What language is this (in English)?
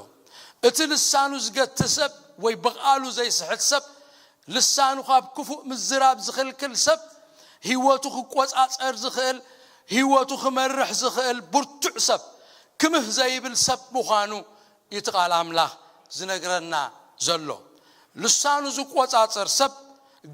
Tigrinya